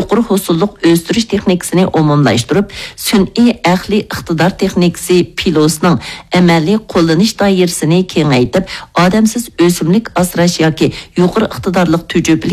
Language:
Uyghur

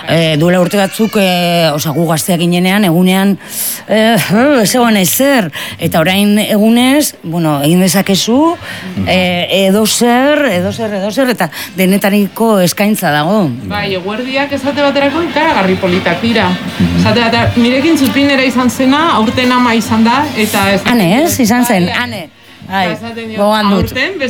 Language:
Basque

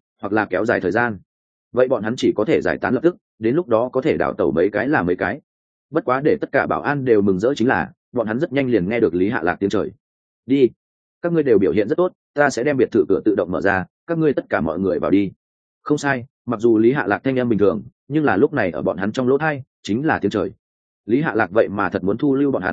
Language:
Vietnamese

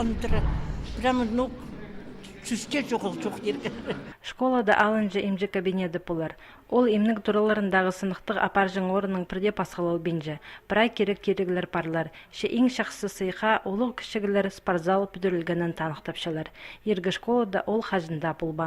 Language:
Khakas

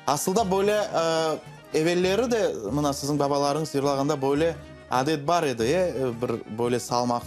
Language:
Crimean Tatar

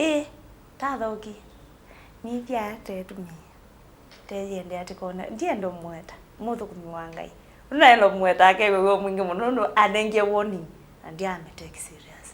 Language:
Kamba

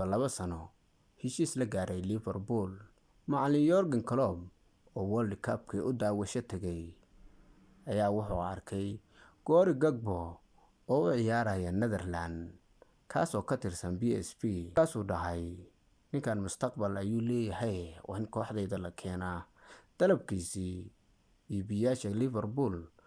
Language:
Somali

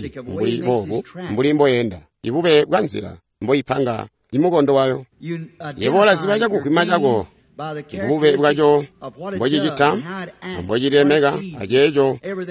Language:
Tonga (Zambia)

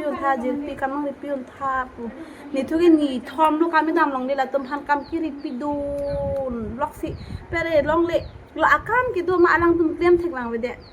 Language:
Karbi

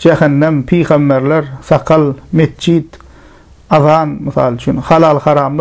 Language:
Turkmen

